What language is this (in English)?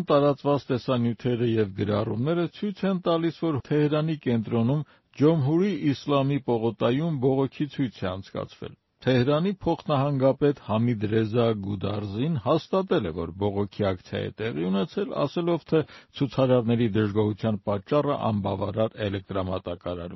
Armenian